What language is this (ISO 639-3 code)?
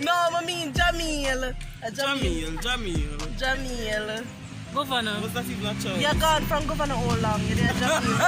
jam